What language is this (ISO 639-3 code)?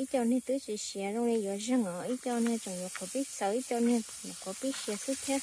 hmn